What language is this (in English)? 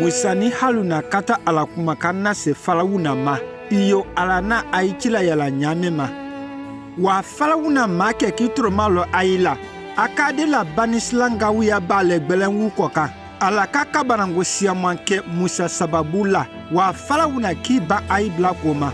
Konyanka Maninka